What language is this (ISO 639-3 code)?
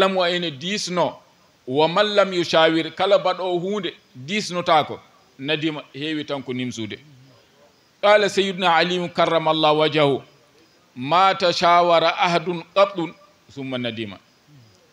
ful